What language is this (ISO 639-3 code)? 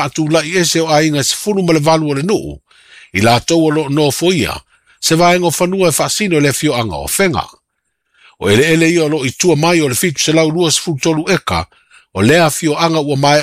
smo